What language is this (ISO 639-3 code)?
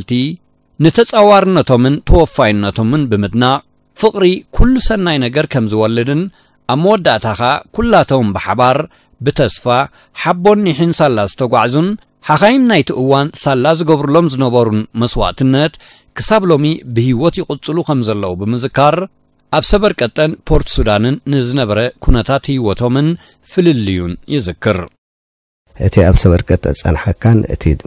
tir